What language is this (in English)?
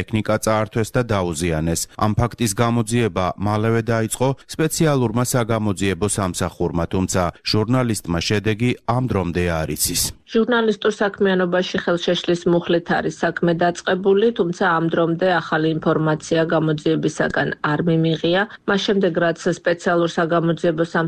Georgian